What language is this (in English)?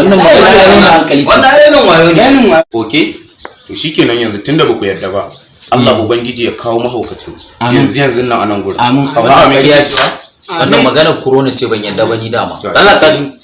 Hausa